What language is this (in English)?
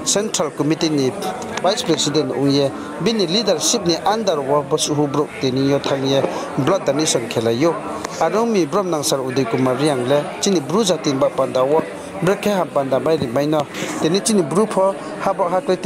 Riang (India)